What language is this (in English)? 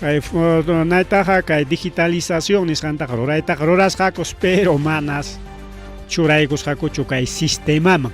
Ayacucho Quechua